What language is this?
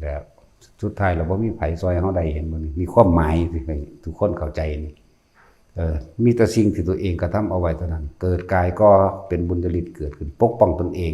Lao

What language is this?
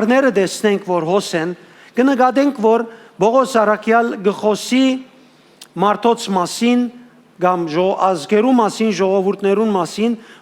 Western Armenian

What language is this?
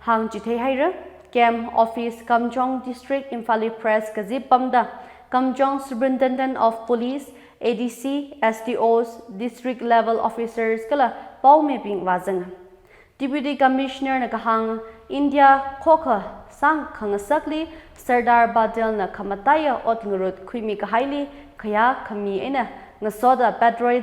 Tangkhul Naga (India)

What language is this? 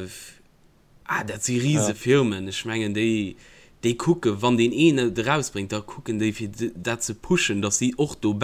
Luxembourgish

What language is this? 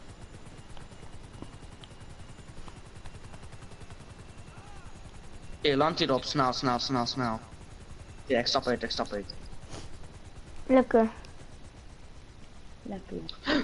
Dutch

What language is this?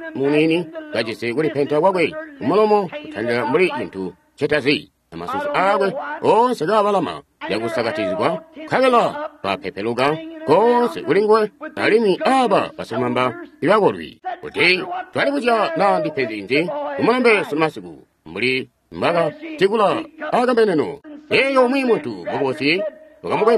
Tonga (Zambia)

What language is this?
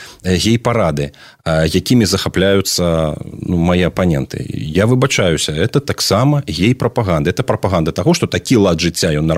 Belarusian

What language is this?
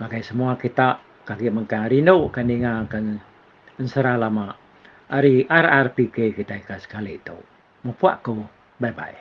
Iban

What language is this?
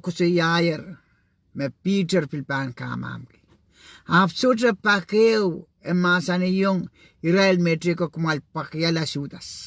Pohnpeian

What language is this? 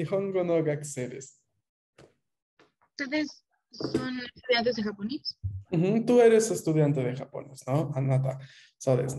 Spanish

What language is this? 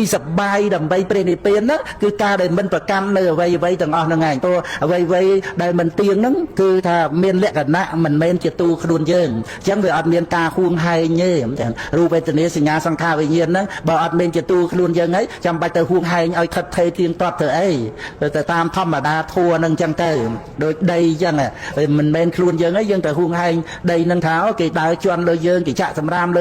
Khmer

